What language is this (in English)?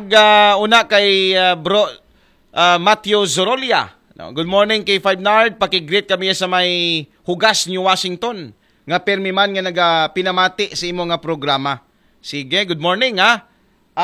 Aklanon